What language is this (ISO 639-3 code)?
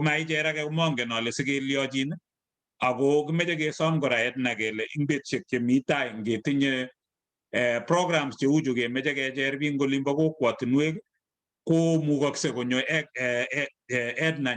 kln